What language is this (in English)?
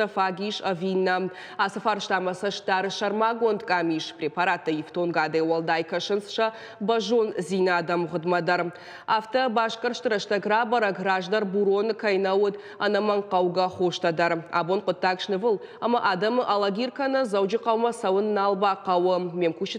Ossetic